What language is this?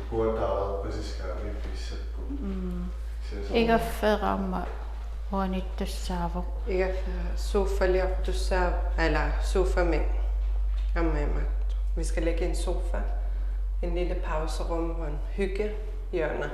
Kalaallisut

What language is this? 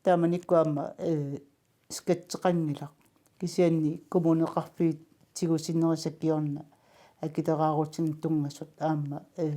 Kalaallisut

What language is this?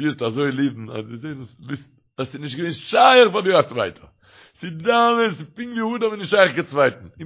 Yiddish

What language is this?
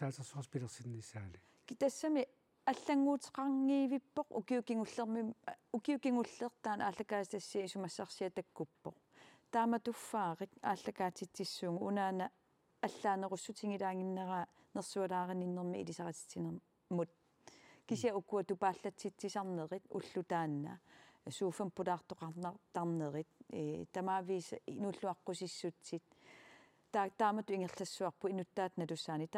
Kalaallisut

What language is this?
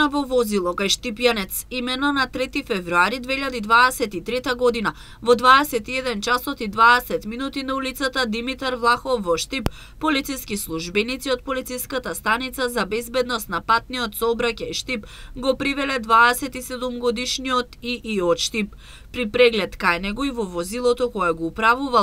Macedonian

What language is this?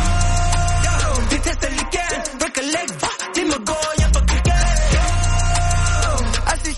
Norwegian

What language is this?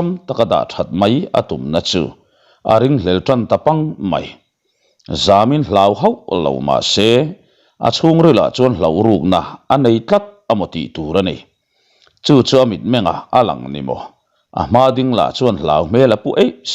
Mizo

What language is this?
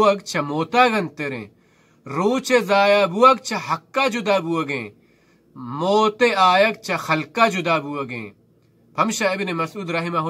Baluchi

